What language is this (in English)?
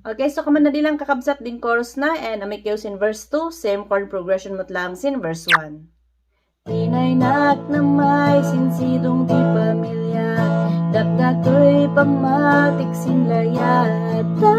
Kankanaey